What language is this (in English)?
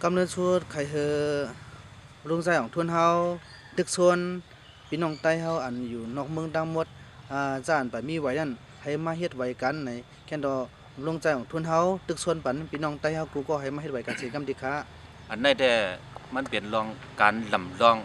Shan